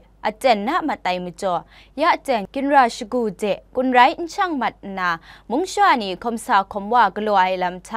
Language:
Kachin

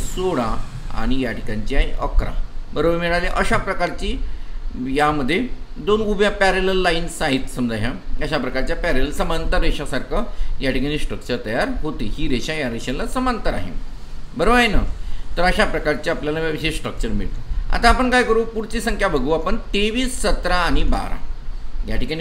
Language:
Marathi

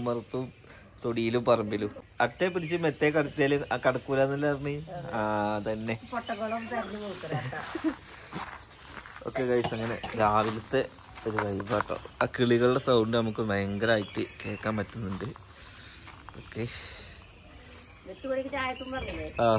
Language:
Malayalam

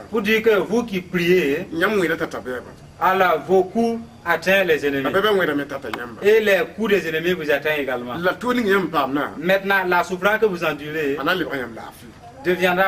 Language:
Mossi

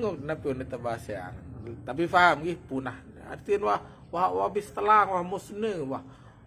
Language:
Sasak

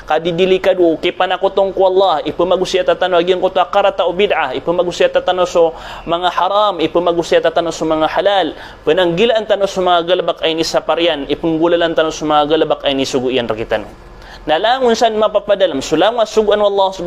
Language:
Maranao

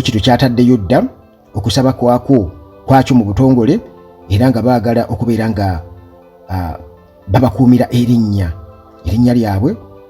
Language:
Ganda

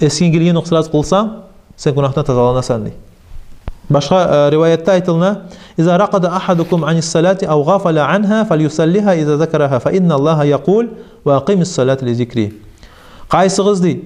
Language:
Kumyk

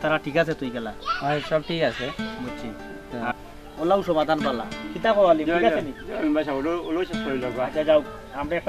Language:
Sylheti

